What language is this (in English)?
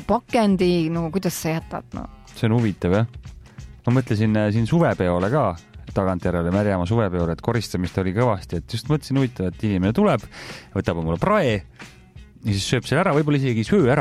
Estonian